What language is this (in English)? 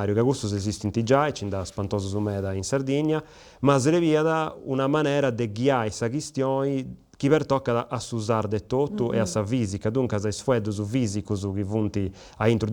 Sardinian